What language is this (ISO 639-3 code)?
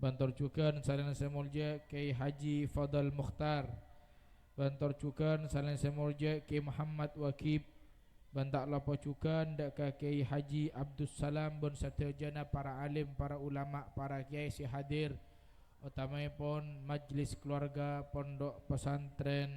mad